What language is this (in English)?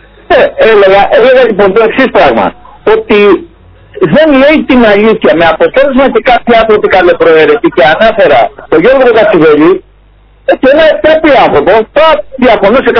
Greek